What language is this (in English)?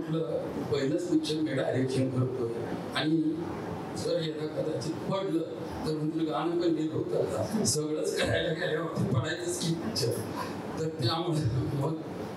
Marathi